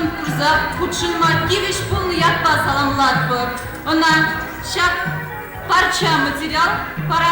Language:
Chuvash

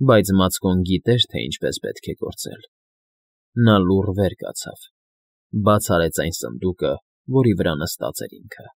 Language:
Armenian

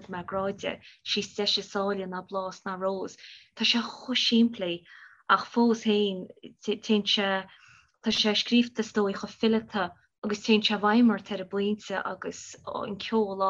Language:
Irish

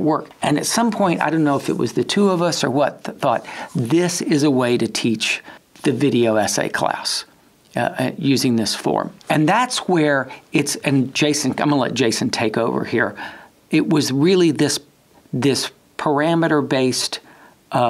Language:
English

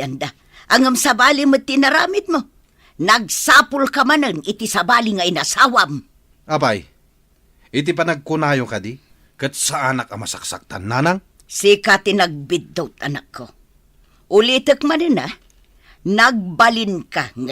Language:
Iloko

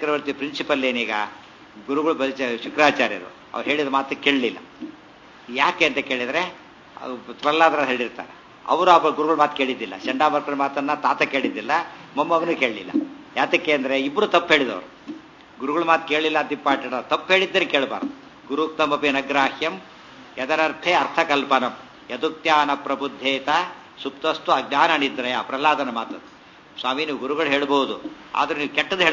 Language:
Kannada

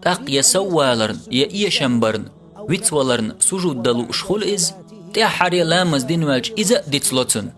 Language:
Chechen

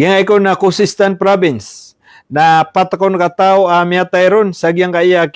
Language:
Maranao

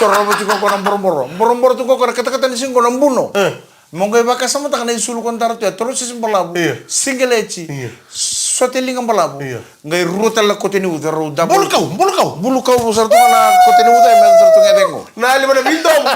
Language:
Fijian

